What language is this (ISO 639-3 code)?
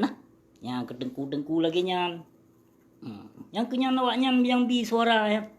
ace